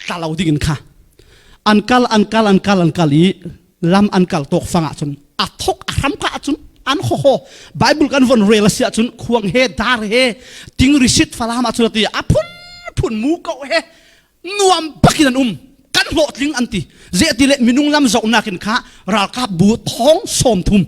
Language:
Falam Chin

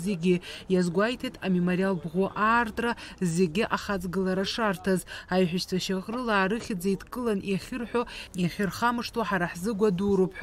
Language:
Abkhazian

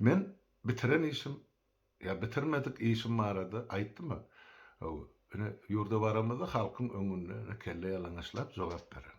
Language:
Turkmen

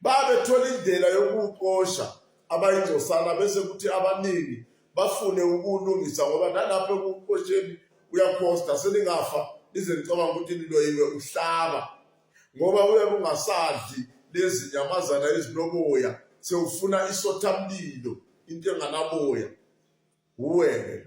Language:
Zulu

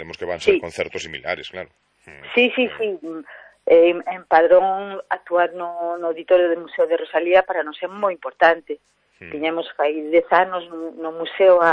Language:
Galician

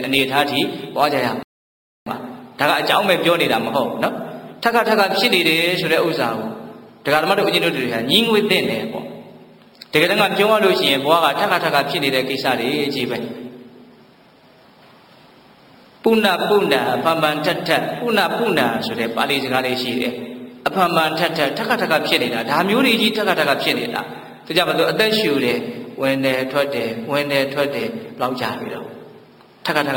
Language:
Burmese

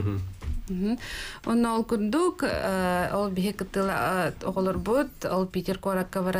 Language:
Yakut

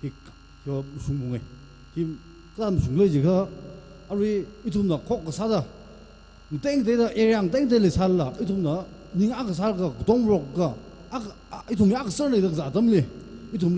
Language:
Tangkhul Naga (India)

